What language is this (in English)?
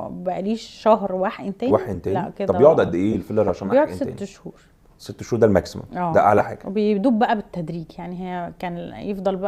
Egyptian Arabic